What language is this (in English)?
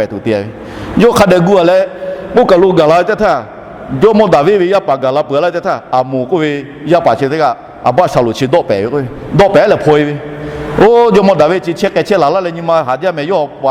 Lahu